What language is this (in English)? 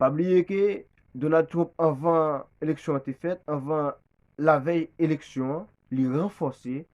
Haitian Creole